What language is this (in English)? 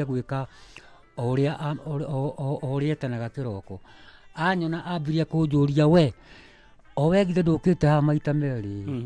Kikuyu